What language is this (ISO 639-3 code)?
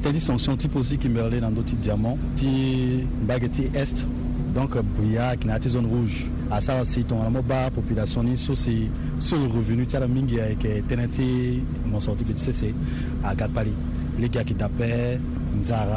sag